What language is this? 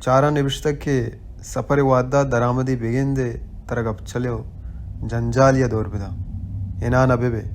Baluchi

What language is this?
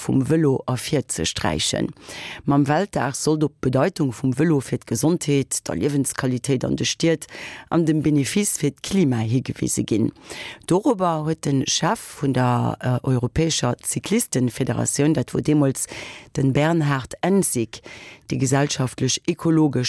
Luxembourgish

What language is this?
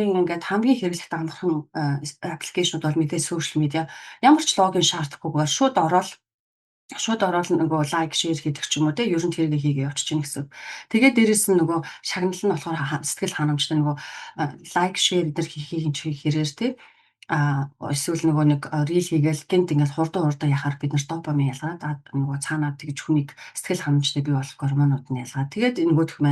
Mongolian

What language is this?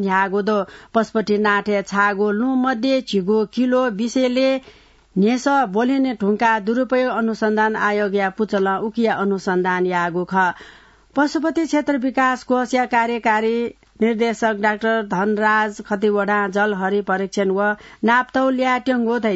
Newari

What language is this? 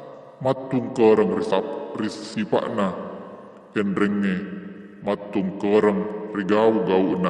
Buginese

